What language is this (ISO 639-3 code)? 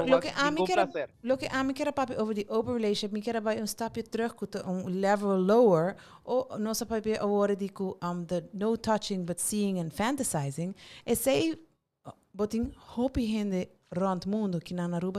pap